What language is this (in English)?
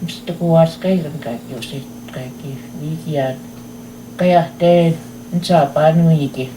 Plains Cree